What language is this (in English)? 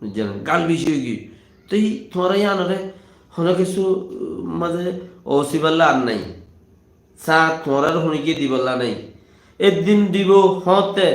Rohingya